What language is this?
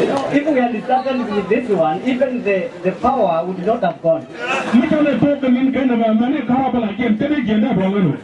Nuer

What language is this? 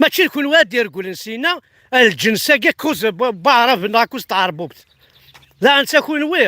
Kabyle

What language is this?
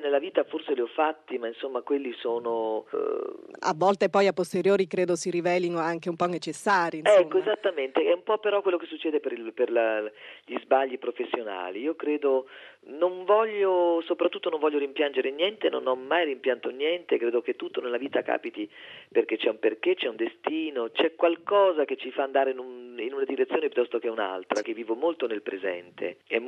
Italian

